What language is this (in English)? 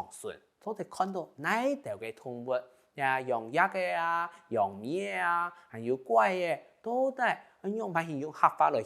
Hakka Chinese